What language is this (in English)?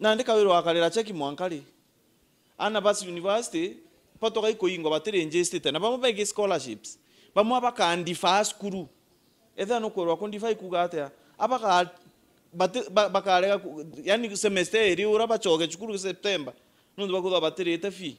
Meru